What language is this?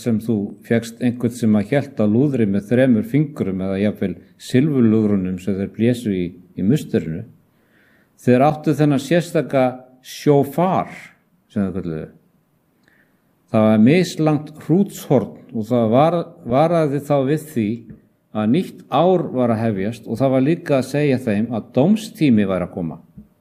Icelandic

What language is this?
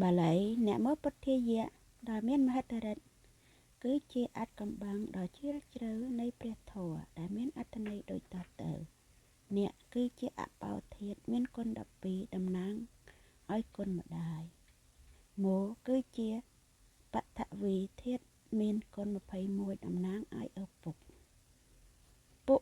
Khmer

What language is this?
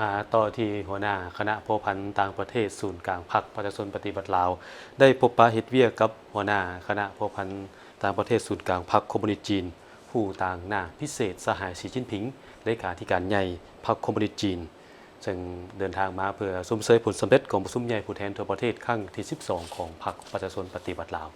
Lao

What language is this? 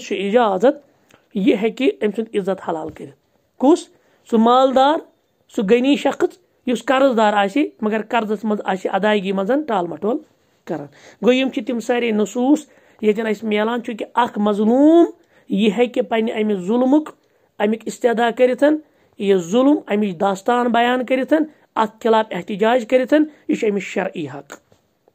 Kashmiri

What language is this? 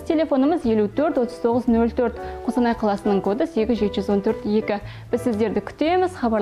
Kazakh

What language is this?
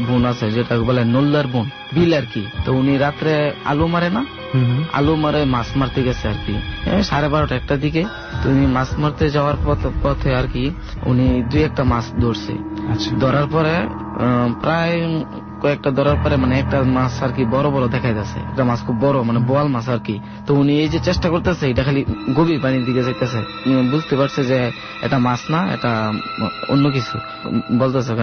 Bangla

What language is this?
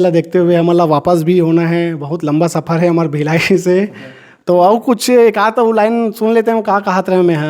Chhattisgarhi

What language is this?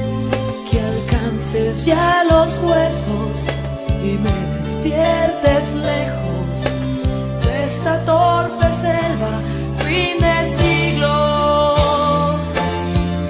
Spanish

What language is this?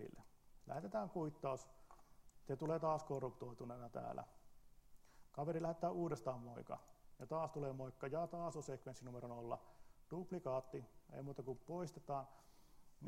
Finnish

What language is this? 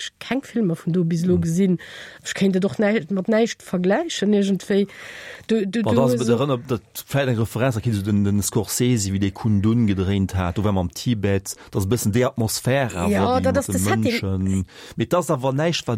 Luxembourgish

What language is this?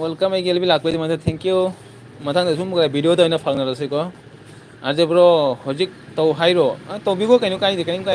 Manipuri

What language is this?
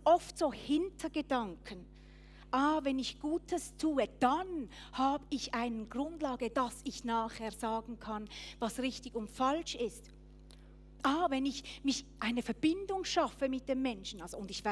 Swiss German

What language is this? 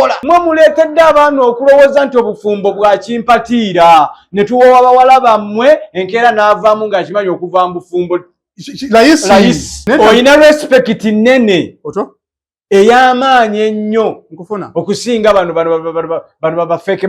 Ganda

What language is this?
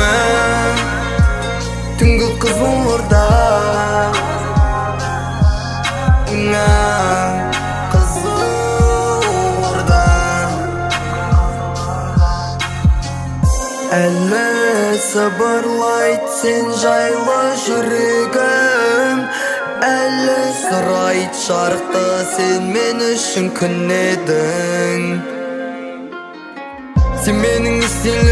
Kazakh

